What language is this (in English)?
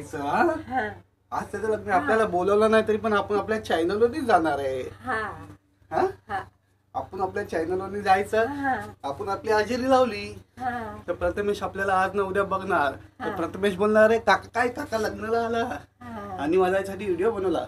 Marathi